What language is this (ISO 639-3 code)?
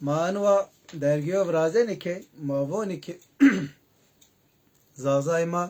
zza